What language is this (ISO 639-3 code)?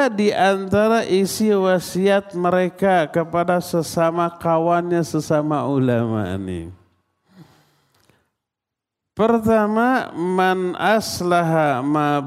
ind